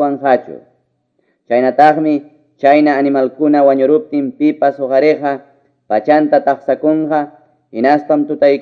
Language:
Quechua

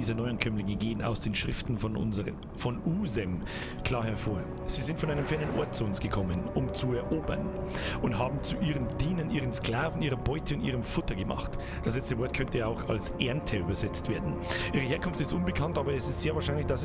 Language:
Bavarian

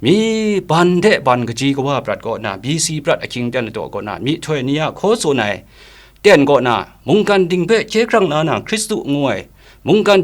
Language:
Kachin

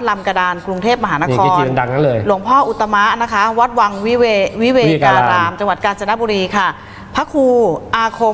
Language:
Thai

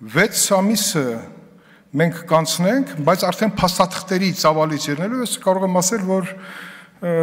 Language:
Armenian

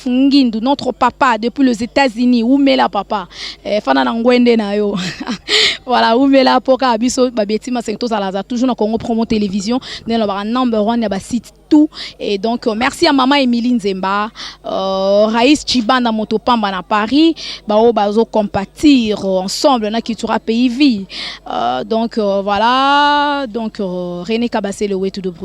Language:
Lingala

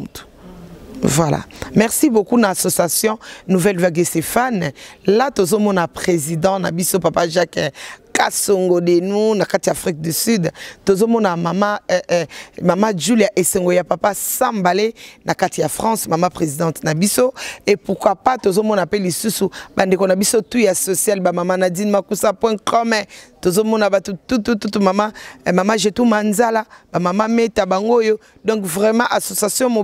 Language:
Lingala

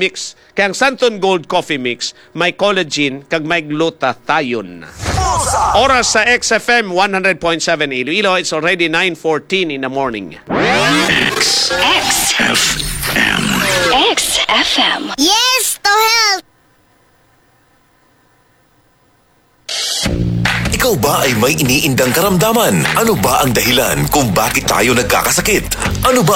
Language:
Hiligaynon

